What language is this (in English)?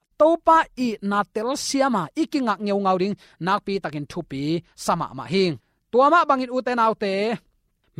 Tedim Chin